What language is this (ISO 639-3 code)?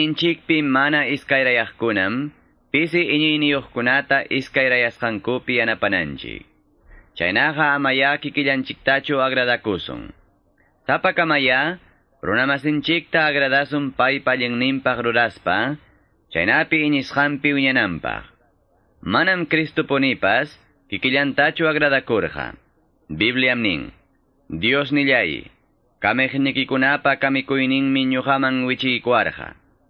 que